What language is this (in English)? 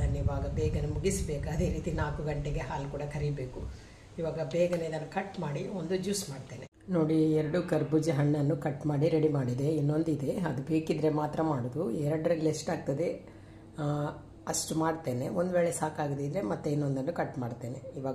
Kannada